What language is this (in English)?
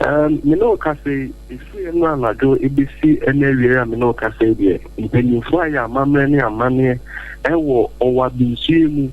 Akan